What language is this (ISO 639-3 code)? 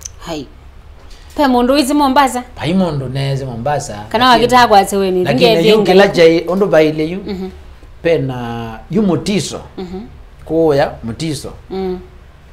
kam